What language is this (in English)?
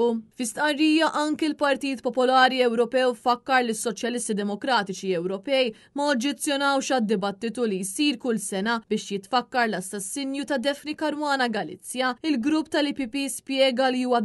Maltese